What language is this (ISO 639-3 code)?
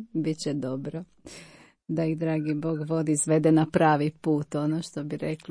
hrv